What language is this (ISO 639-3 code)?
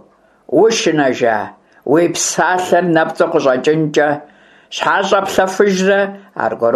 kbd